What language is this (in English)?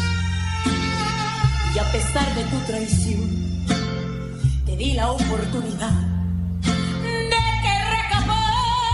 Spanish